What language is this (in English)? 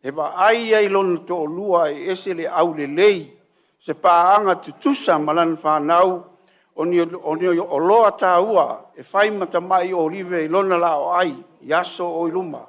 Samoan